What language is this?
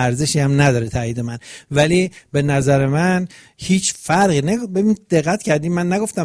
Persian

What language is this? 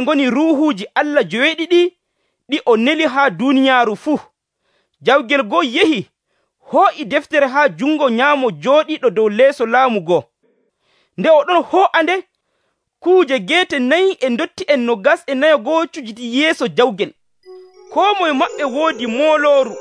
Nigerian Fulfulde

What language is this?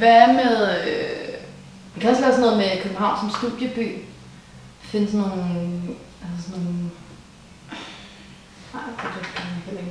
Danish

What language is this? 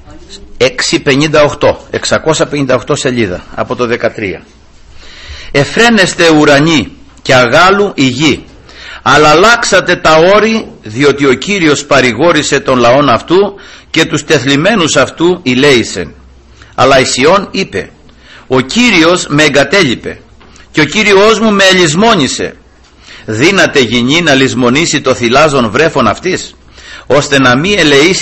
Greek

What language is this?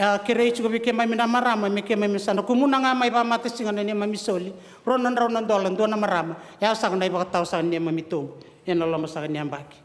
Fijian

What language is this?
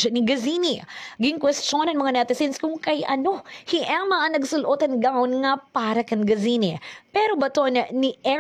Waray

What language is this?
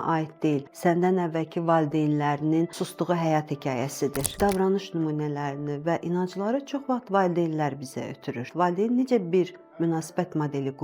Azerbaijani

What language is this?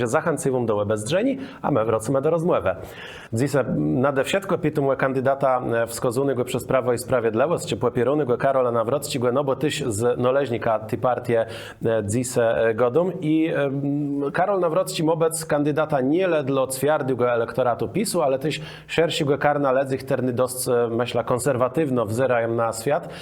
Kashubian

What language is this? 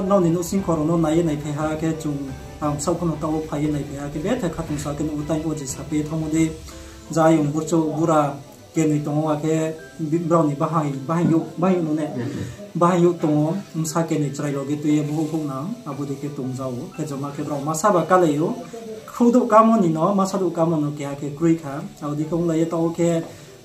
Riang (India)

